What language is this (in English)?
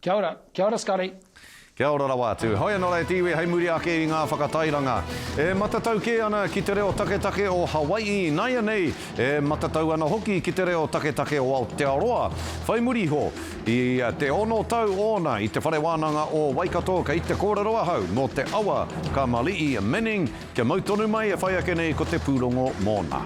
Māori